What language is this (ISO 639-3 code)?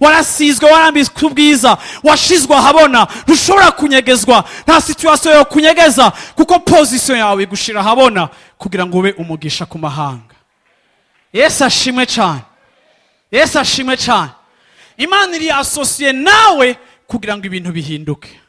run